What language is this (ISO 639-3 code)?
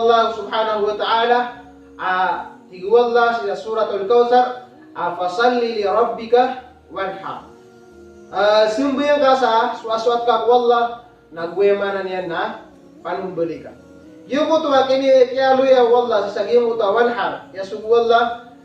mrw